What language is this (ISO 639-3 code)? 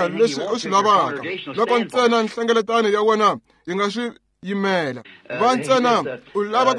tso